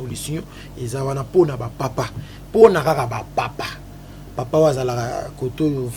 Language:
Lingala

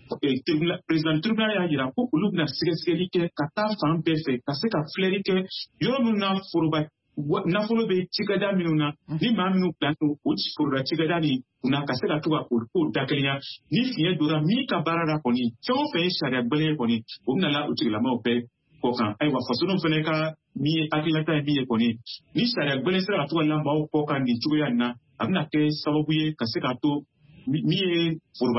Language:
Bambara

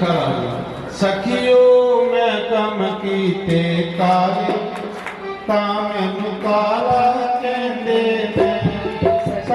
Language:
Dogri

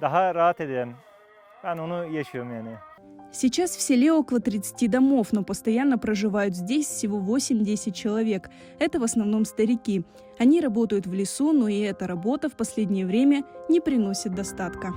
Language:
Crimean Tatar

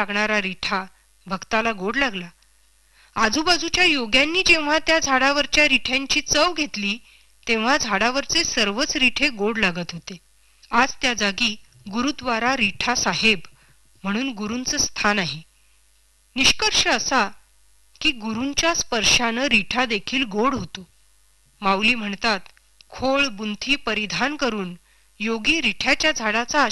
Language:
Marathi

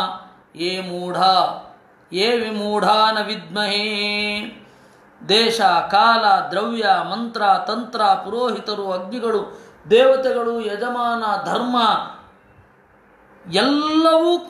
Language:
Kannada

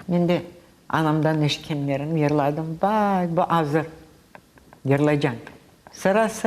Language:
Crimean Tatar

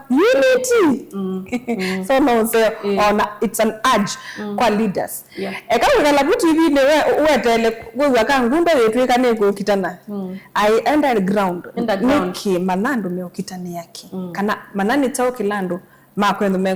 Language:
Kamba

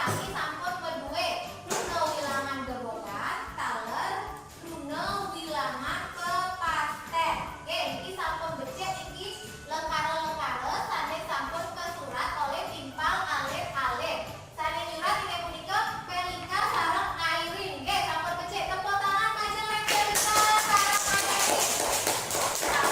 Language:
Balinese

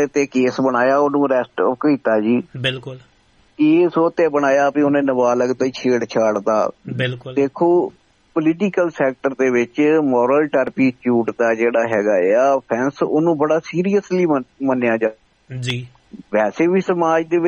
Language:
Punjabi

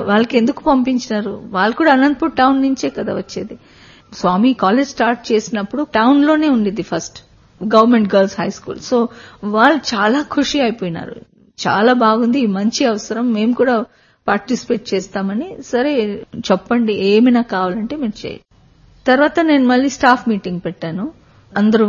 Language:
Telugu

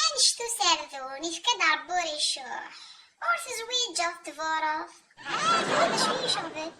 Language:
Kabyle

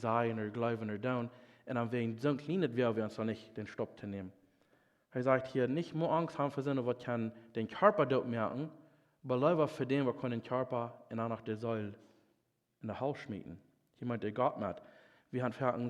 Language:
Plautdietsch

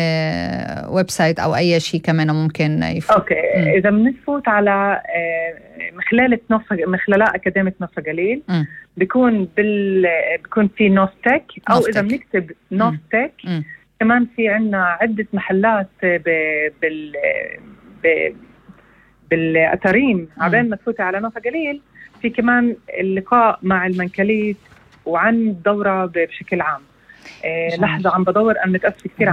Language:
North Levantine Arabic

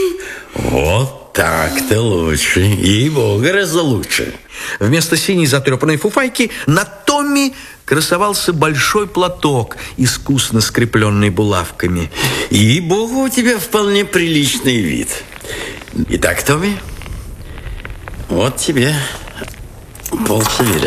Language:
Russian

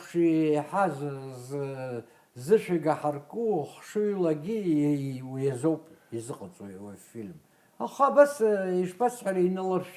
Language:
Abkhazian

